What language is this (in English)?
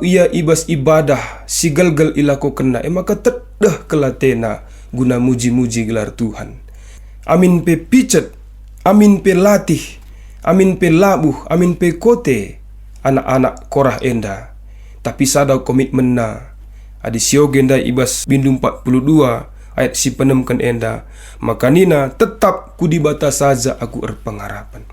Batak Karo